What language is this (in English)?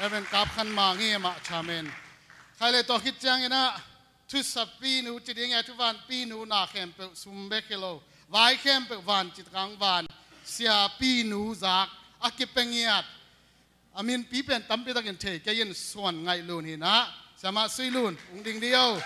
Tedim Chin